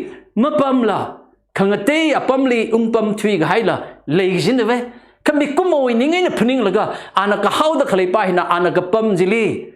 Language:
Tangkhul Naga (India)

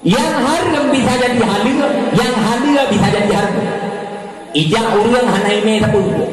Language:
Achinese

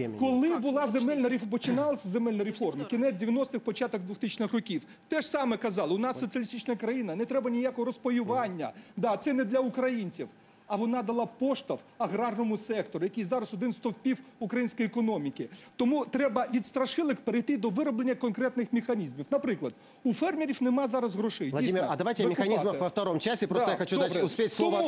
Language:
Ukrainian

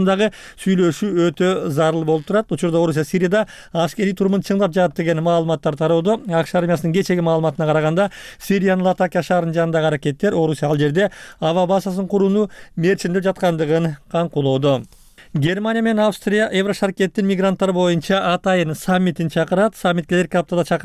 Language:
Kyrgyz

